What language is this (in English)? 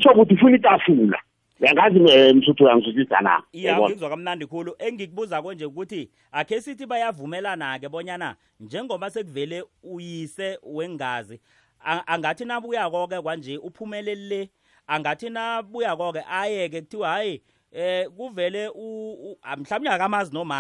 South Ndebele